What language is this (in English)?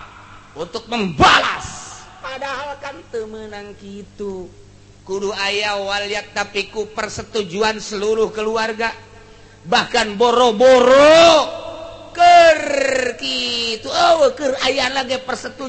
Sundanese